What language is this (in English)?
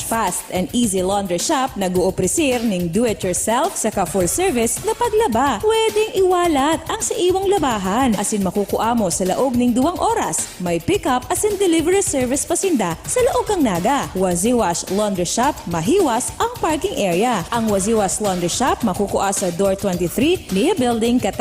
Bikol